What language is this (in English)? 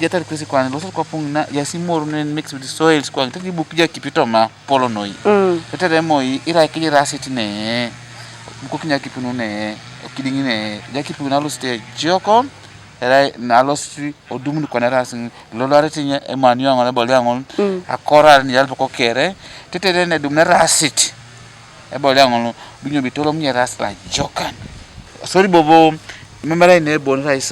Teso